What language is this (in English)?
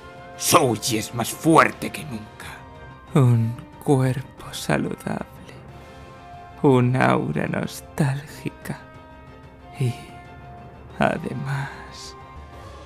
Spanish